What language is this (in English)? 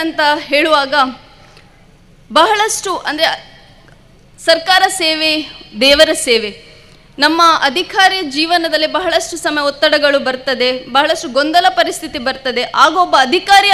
Kannada